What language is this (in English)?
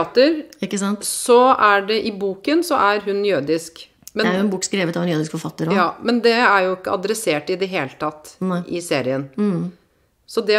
Norwegian